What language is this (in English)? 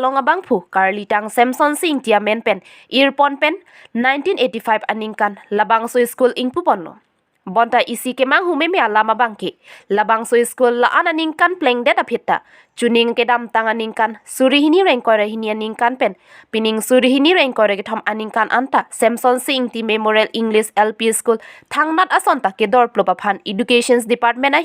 Karbi